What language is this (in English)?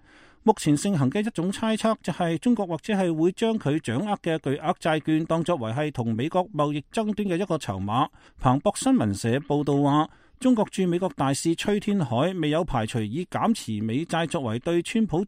Cantonese